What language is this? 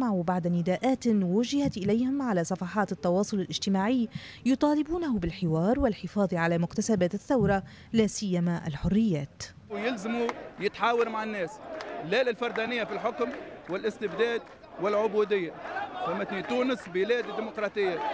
Tunisian Arabic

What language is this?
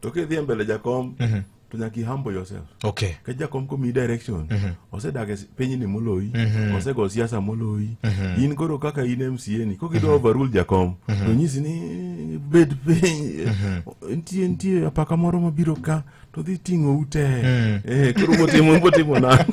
Luo (Kenya and Tanzania)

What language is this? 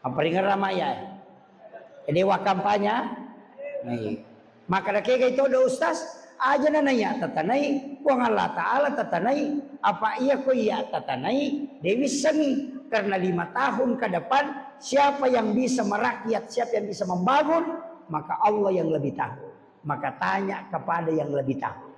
Buginese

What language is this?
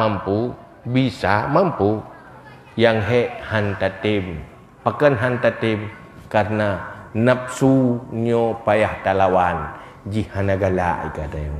Achinese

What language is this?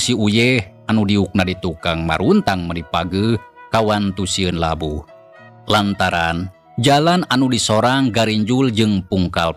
Sundanese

